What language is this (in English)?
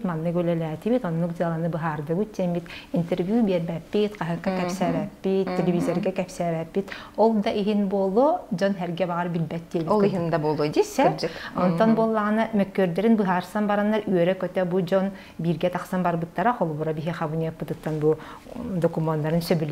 Yakut